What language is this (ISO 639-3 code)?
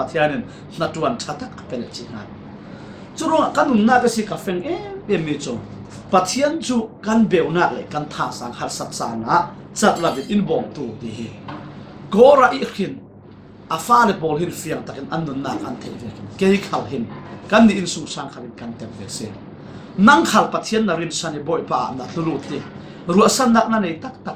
cfm